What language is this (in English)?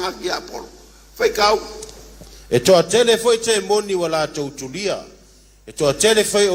Samoan